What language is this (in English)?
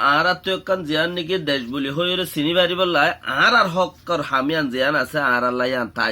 Rohingya